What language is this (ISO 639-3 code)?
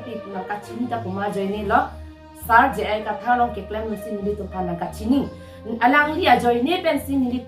mjw